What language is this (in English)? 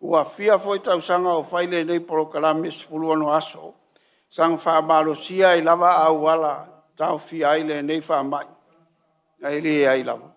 Samoan